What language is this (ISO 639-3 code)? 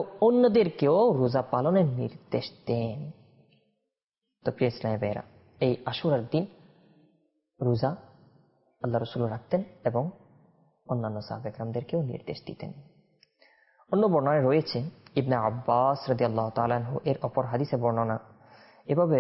ben